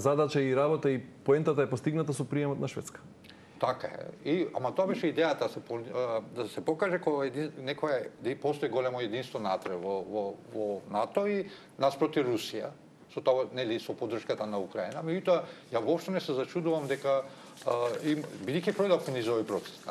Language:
Macedonian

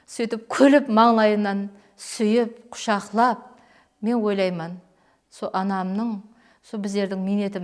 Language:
Kara-Kalpak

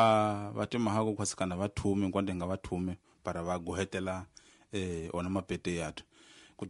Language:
Tsonga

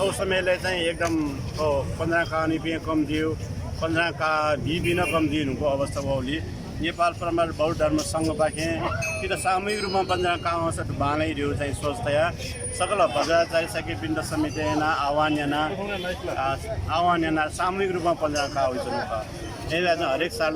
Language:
Newari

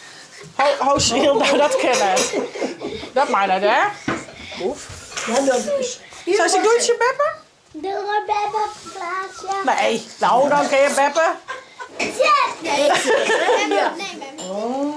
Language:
Western Frisian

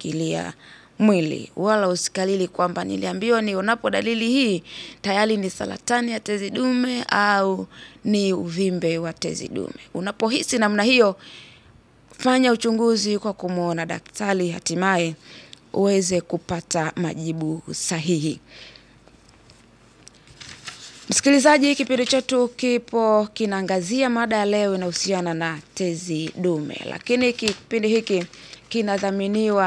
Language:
Swahili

